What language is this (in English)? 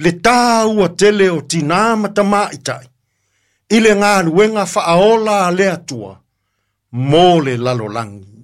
Samoan